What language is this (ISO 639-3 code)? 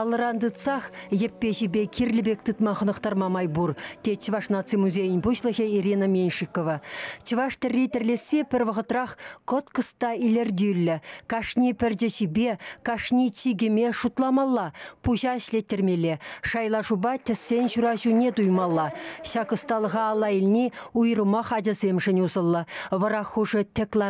chv